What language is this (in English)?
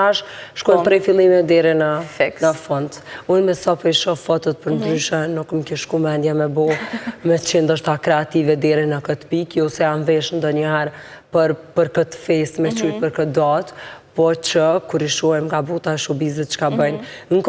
Albanian